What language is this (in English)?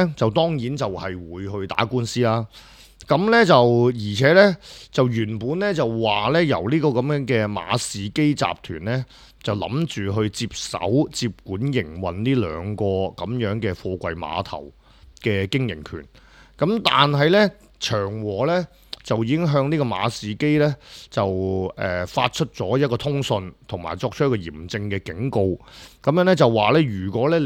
Cantonese